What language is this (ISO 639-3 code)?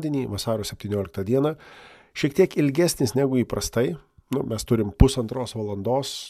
lit